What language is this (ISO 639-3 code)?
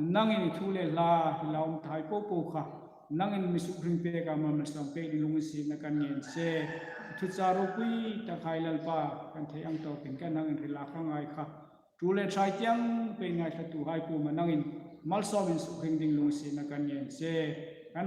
hmr